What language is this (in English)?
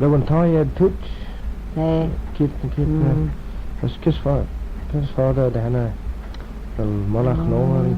Manx